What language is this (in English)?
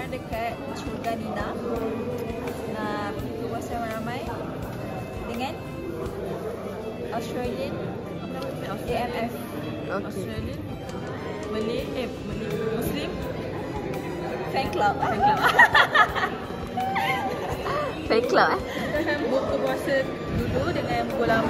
Malay